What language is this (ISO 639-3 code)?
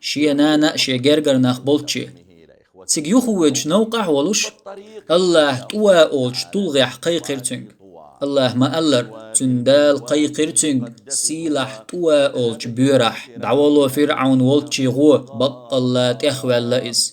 che